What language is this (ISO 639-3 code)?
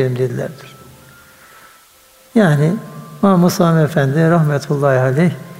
tur